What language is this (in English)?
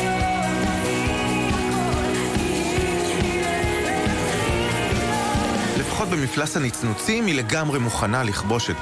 Hebrew